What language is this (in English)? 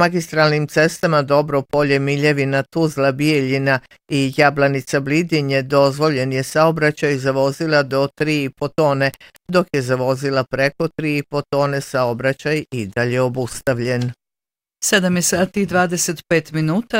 Bosnian